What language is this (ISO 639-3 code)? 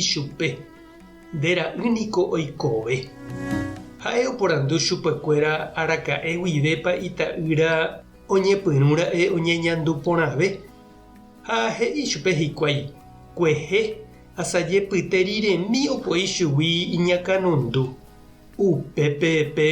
grn